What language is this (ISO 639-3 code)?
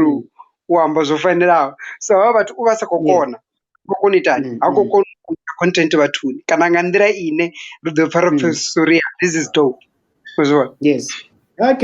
ven